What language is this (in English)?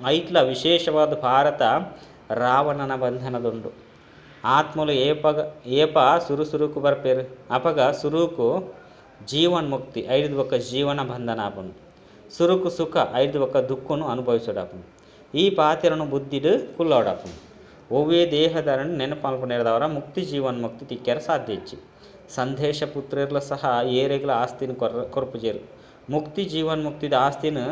Tulu